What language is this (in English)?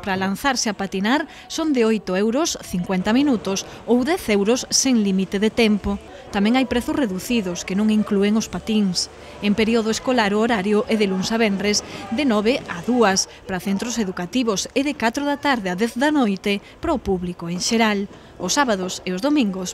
Galician